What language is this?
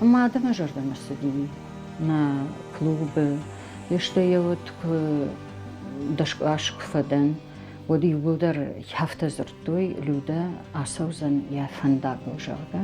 Ossetic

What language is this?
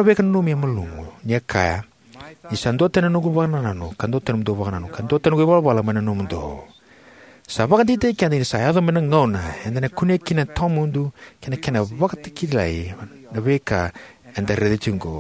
Fijian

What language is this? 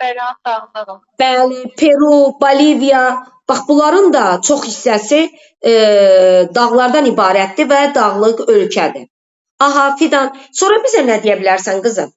Azerbaijani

